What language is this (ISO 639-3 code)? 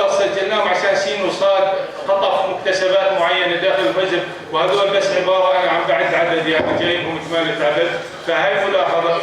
apc